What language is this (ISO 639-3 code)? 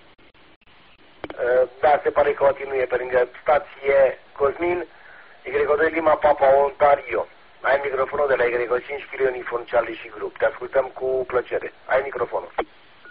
ron